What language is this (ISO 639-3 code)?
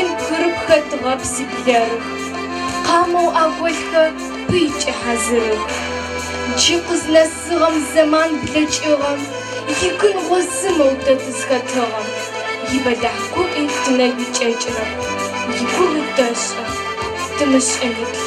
ady